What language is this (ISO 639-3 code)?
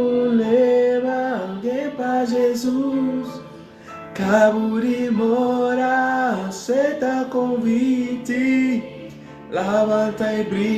kea